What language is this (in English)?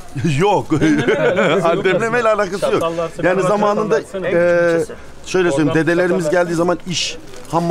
Turkish